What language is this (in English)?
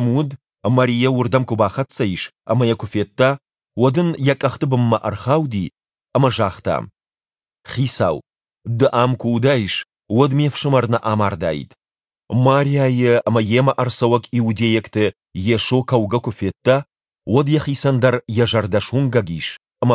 Ossetic